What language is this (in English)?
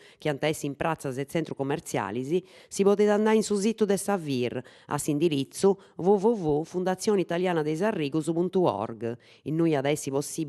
Sardinian